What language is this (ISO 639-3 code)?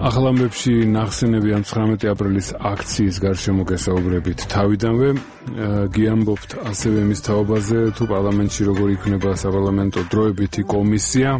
kat